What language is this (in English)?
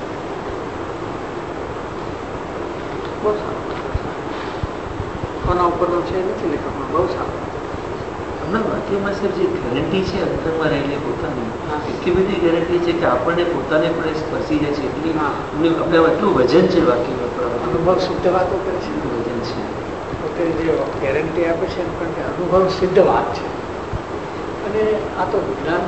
Gujarati